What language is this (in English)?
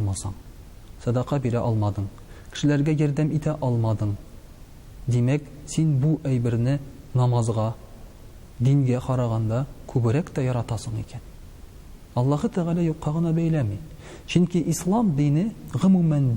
Tatar